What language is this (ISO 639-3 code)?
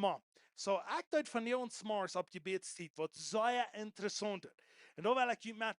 pdt